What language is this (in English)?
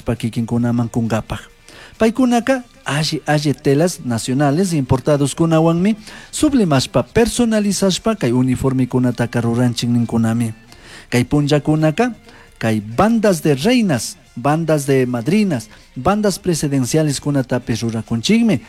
Chimborazo Highland Quichua